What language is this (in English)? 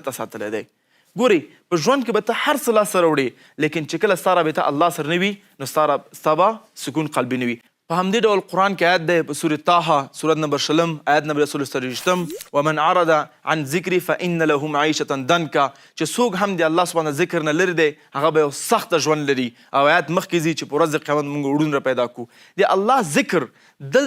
Pashto